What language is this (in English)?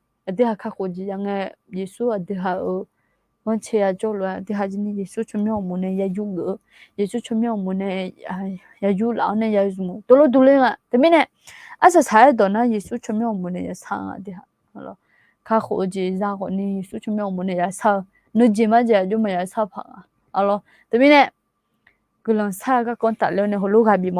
Akha